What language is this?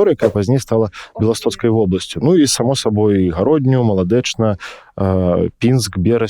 Belarusian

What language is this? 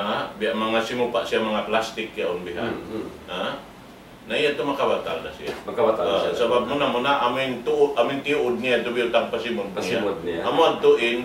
Tausug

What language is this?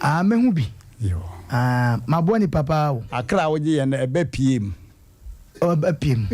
Akan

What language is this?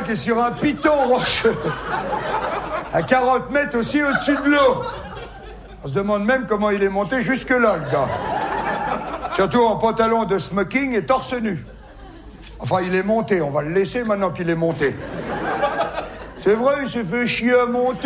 French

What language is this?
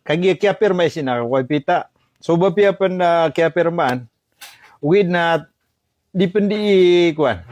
Maranao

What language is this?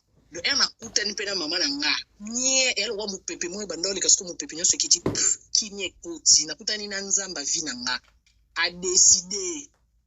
Lingala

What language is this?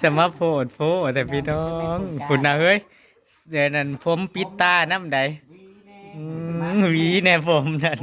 Northeastern Thai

